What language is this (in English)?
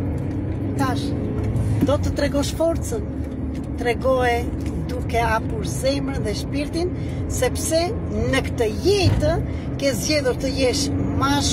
Albanian